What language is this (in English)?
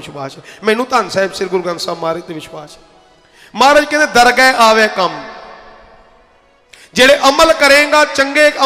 Punjabi